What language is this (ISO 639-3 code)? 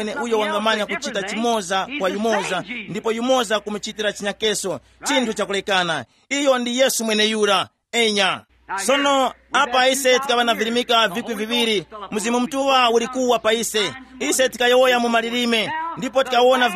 tum